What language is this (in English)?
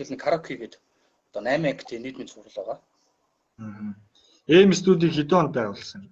Mongolian